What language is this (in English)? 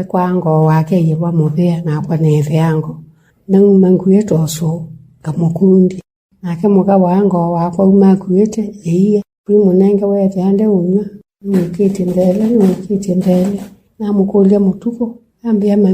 Kamba